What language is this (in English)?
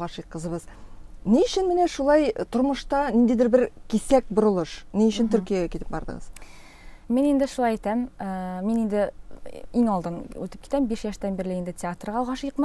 Tatar